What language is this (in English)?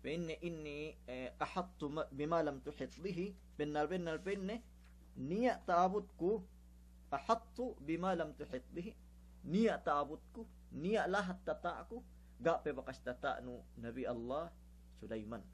Yakan